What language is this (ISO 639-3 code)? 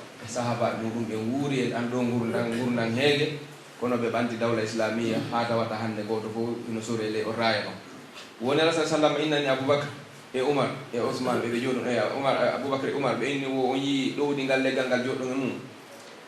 fuf